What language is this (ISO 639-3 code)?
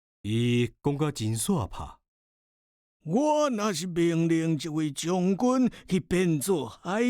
nan